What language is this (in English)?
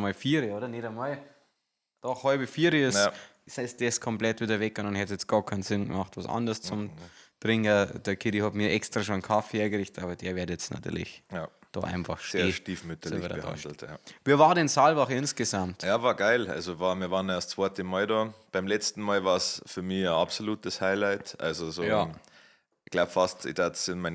Bavarian